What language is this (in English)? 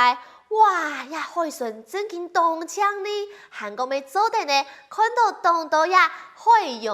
Hakka Chinese